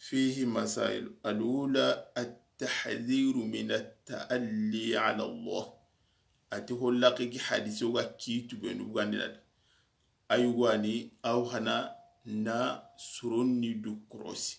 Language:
Soninke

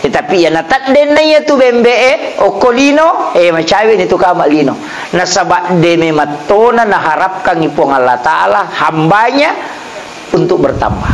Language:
Buginese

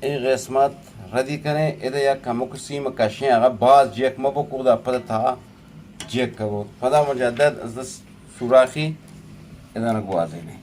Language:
Eastern Balochi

